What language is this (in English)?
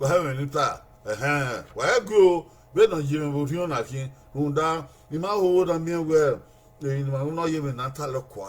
Bini